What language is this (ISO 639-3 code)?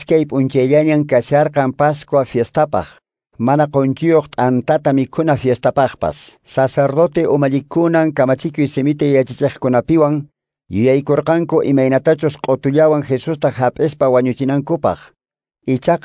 que